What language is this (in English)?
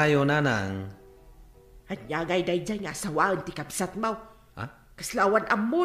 Iloko